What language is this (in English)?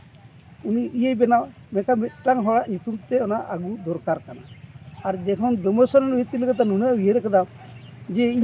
Santali